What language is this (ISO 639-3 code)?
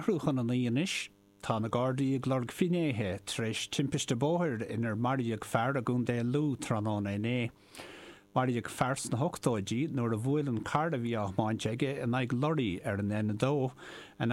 gle